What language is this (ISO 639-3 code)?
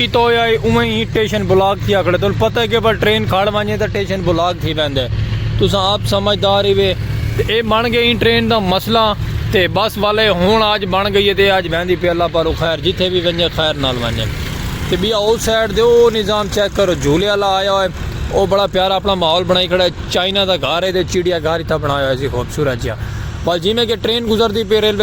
skr